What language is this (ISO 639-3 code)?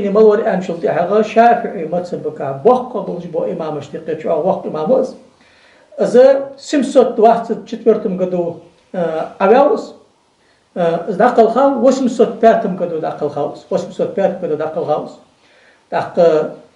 inh